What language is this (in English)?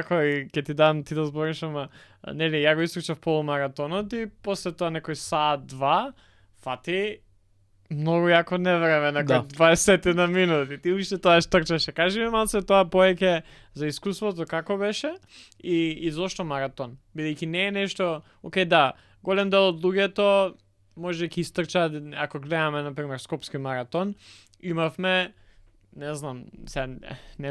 Macedonian